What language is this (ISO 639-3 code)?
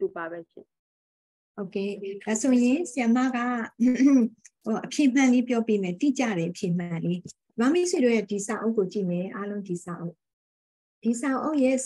mya